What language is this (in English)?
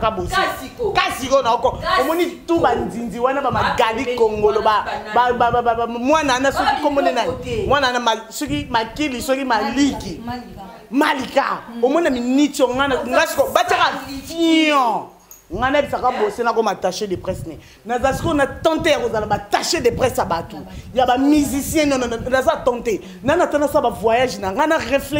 Lingala